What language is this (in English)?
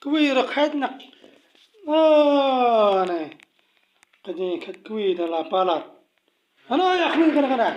Khasi